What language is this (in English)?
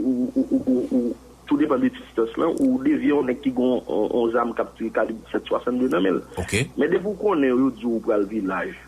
Haitian Creole